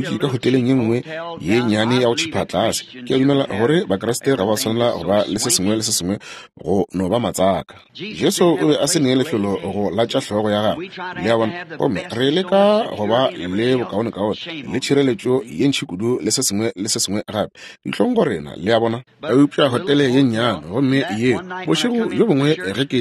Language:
Northern Sotho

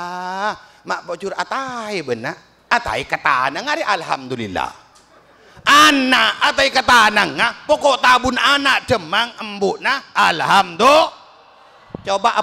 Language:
Madurese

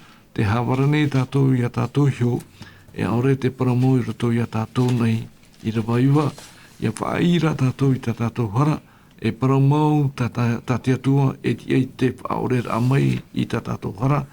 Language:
Tahitian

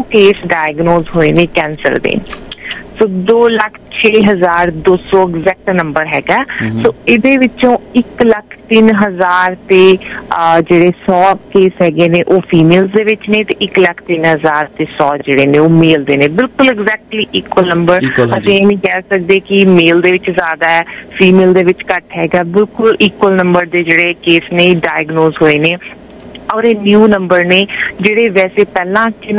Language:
Punjabi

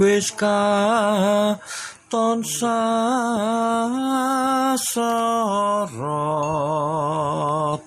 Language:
Javanese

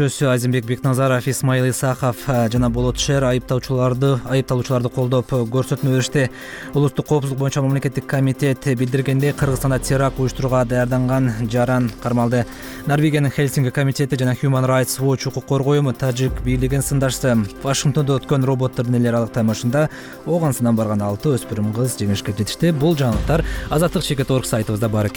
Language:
Kyrgyz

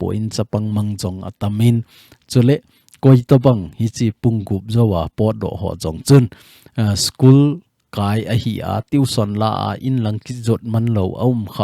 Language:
Thado Chin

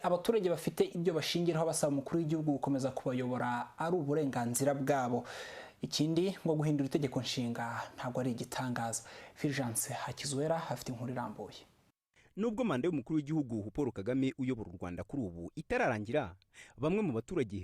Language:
Kinyarwanda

